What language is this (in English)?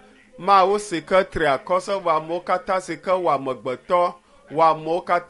Ewe